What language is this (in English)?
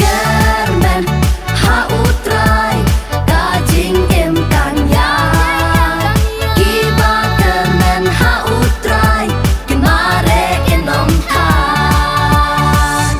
Khasi